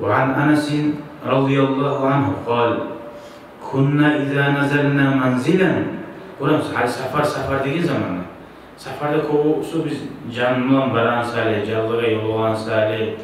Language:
Kumyk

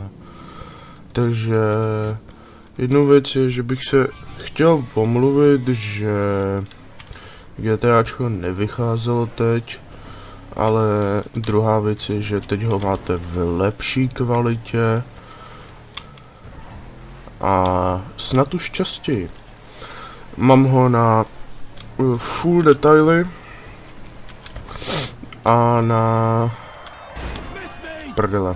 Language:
Czech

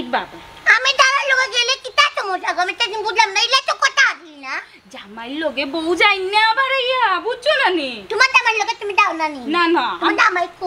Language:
Sylheti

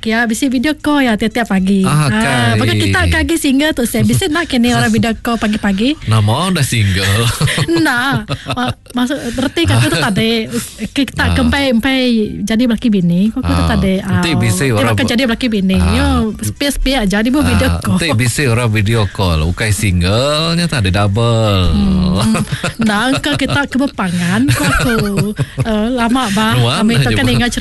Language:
Iban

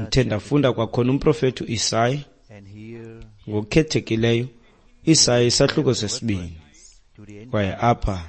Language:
Xhosa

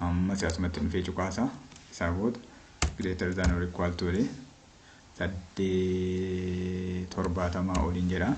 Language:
Oromo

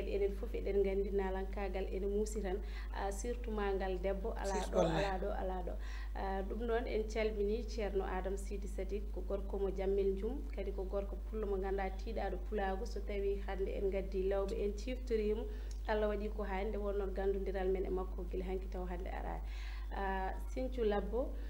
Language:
Fula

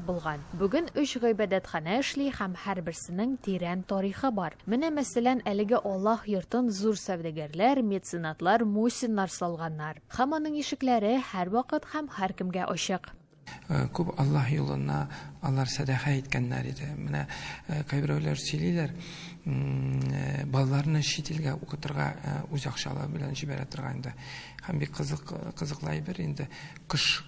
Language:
Tatar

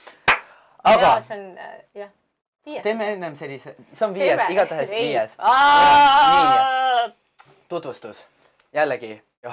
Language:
Estonian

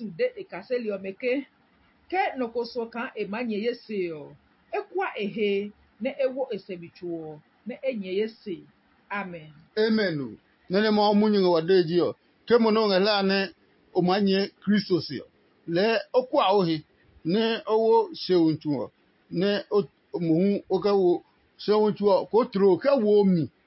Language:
Adangme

